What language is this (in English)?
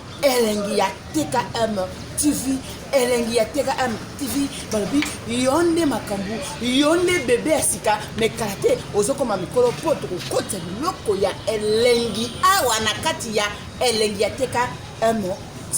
Lingala